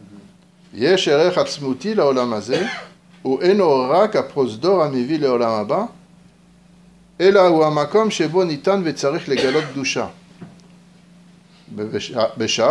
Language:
Hebrew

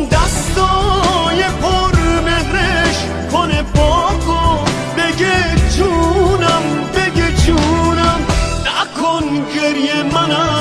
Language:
Persian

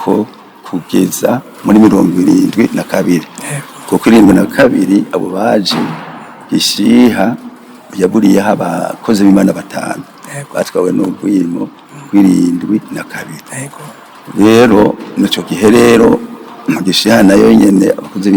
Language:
Rundi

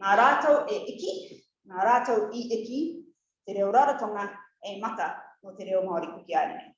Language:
Rarotongan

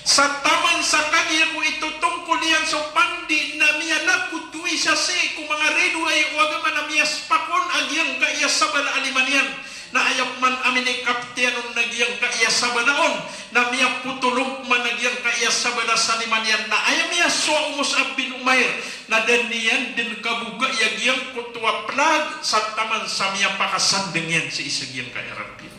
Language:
Maranao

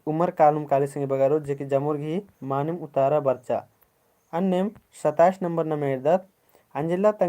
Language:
Kurukh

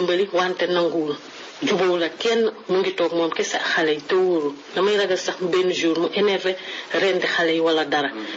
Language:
Wolof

